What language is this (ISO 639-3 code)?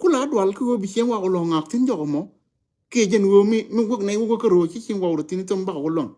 nus